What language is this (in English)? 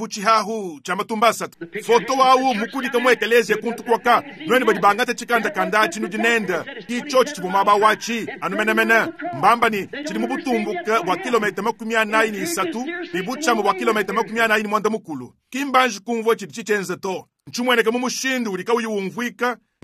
Luba-Lulua